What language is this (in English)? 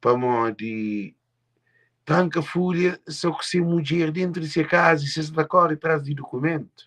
Kabuverdianu